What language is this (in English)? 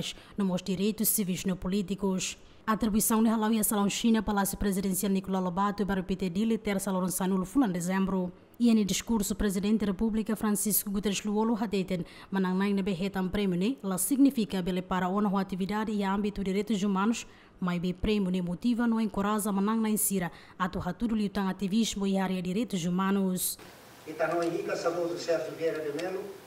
Tetum